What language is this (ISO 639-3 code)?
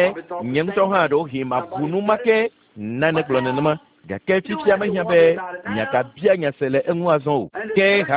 ewe